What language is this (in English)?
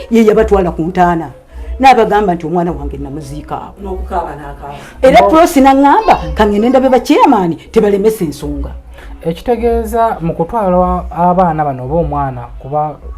Ganda